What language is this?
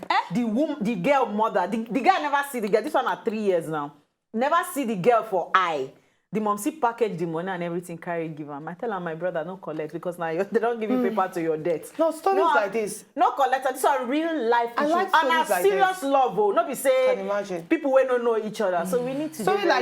Nigerian Pidgin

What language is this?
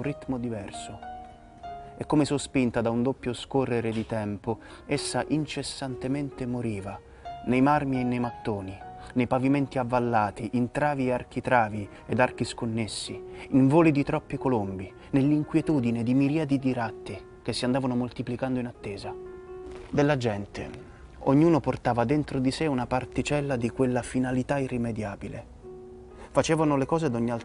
Italian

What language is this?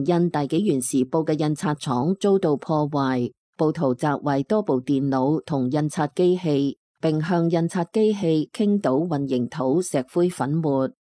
Cantonese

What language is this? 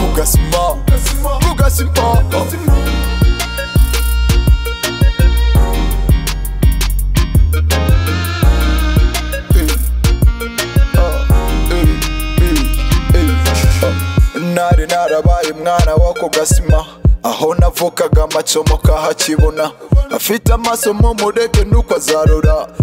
Kinyarwanda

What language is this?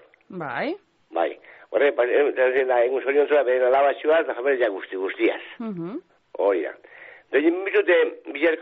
Basque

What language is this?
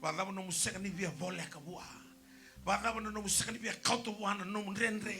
Fijian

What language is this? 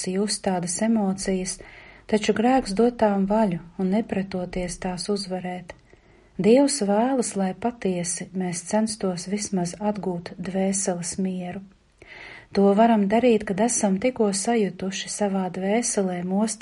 Latvian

